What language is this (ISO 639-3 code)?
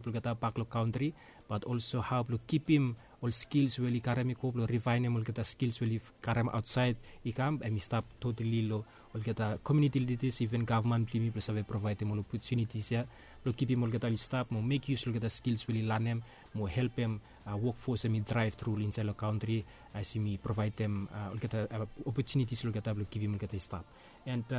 bis